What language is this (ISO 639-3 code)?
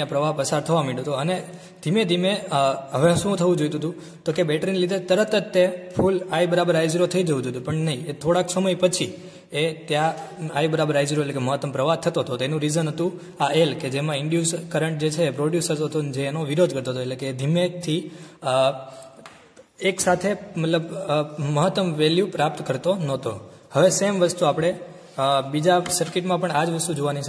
guj